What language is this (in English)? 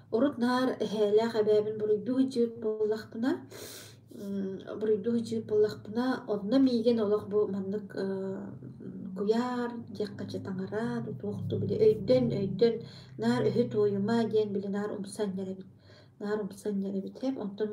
Yakut